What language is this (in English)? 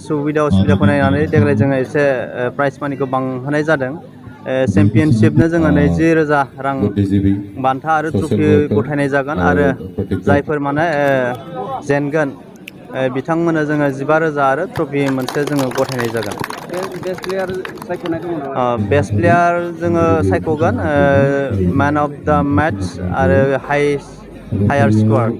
Bodo